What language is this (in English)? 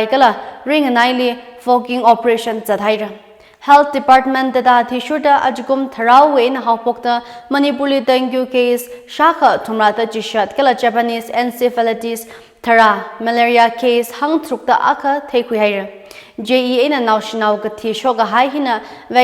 Tangkhul Naga (India)